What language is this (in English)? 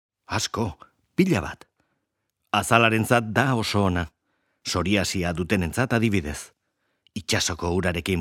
Basque